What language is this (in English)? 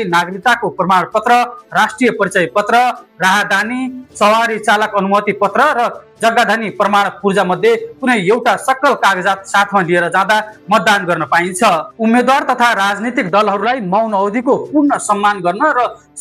Nepali